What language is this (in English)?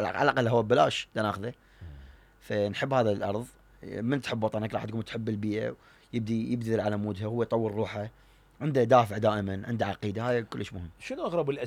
Mesopotamian Arabic